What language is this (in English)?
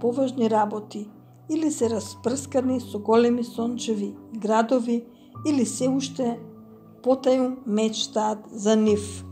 Macedonian